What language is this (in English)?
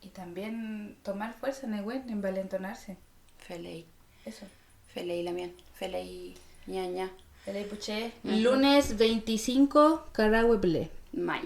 Mapuche